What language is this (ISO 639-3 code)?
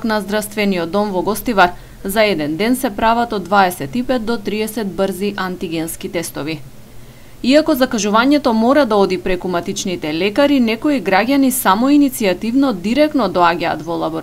mkd